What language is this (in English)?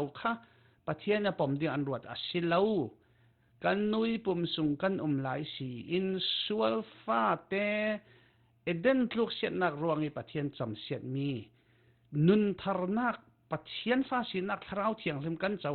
Falam Chin